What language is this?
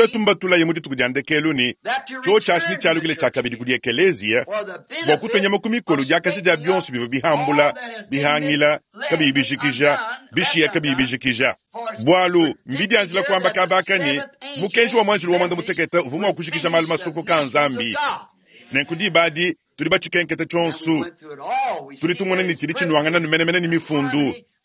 Luba-Lulua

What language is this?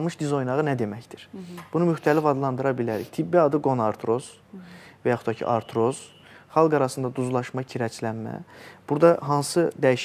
Azerbaijani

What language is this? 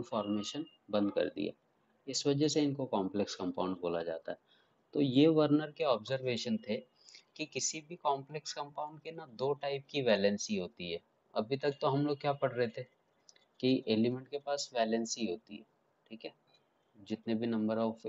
Hindi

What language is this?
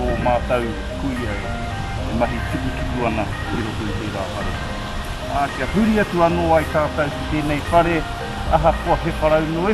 Māori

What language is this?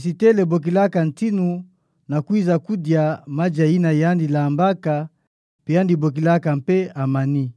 Kituba (Democratic Republic of Congo)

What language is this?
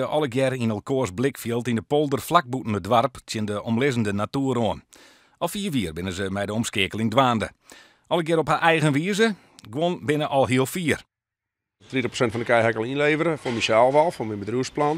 Western Frisian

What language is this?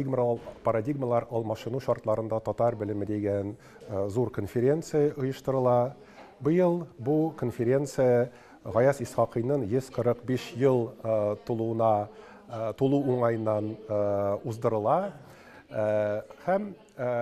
Tatar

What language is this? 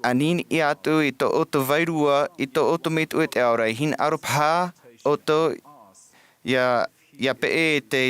Tahitian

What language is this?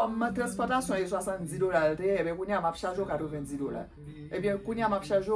Haitian Creole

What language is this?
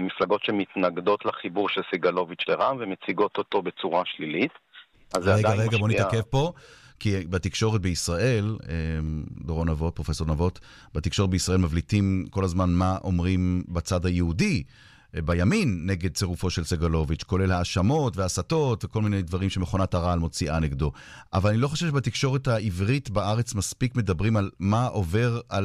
Hebrew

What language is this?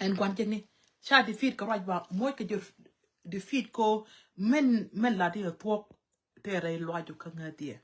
Nuer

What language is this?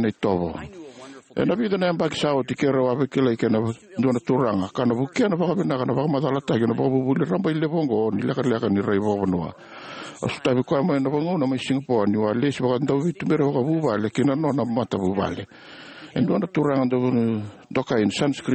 Fijian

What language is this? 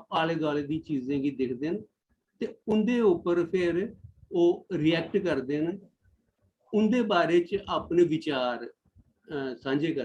Dogri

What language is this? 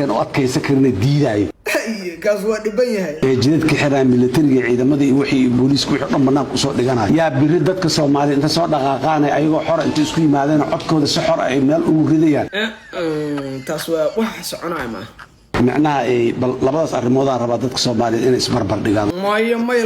Somali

